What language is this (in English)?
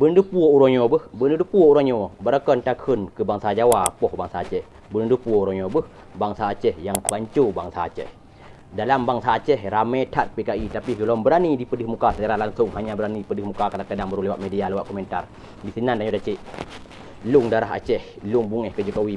Achinese